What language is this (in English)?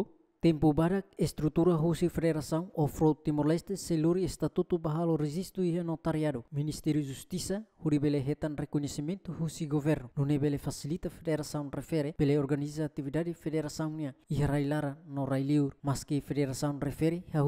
Tetum